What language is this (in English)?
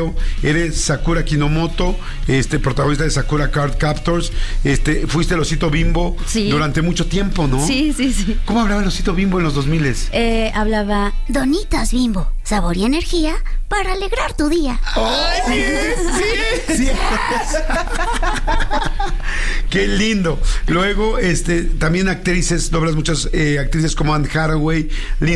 Spanish